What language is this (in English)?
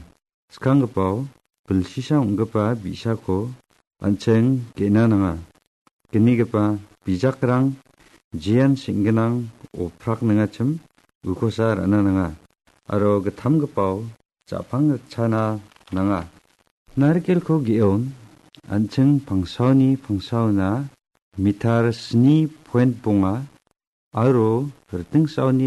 Garo